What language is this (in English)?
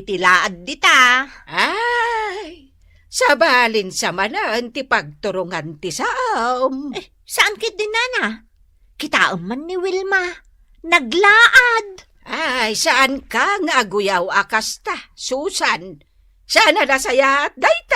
Iloko